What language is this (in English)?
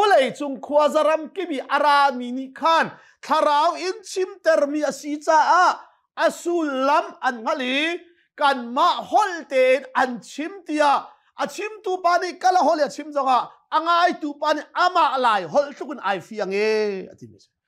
Hakha Chin